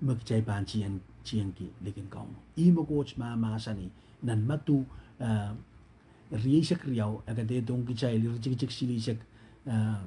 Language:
Pohnpeian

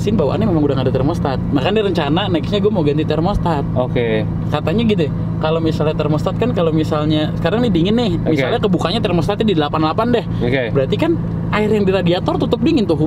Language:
Indonesian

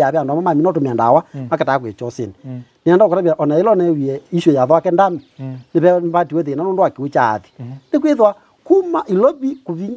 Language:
Kamba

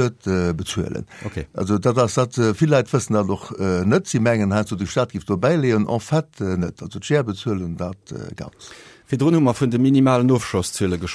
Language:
Luxembourgish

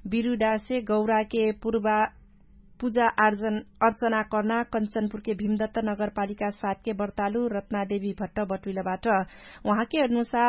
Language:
Dangaura Tharu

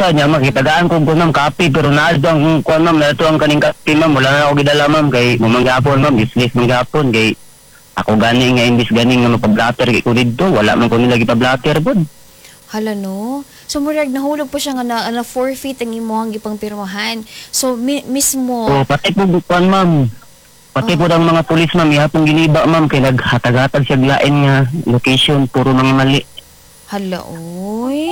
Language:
Cebuano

